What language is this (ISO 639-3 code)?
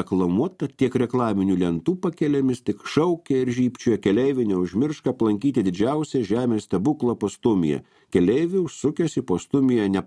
lit